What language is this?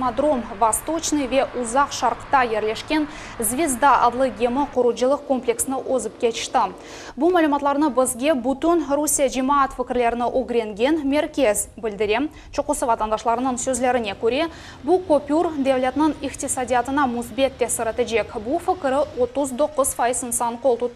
Crimean Tatar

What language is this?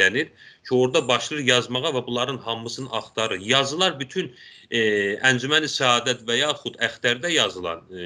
South Azerbaijani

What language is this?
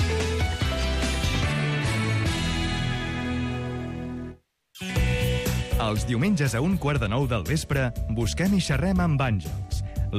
Catalan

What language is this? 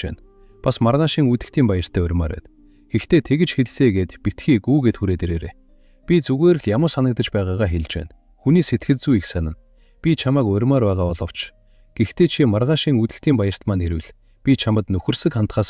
Mongolian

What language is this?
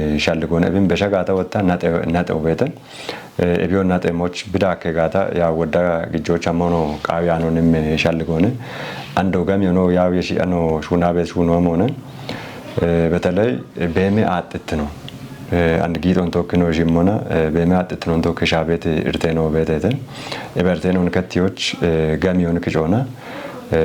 Kafa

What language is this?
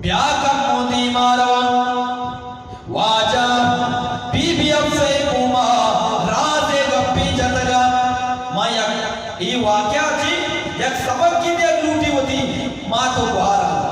Eastern Balochi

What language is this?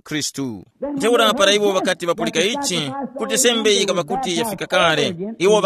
Tumbuka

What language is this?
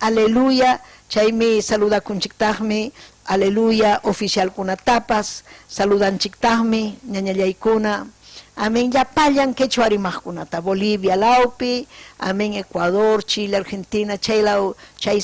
Ayacucho Quechua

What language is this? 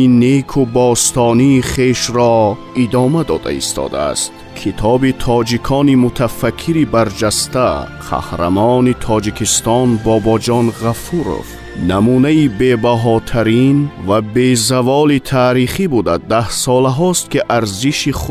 Tajik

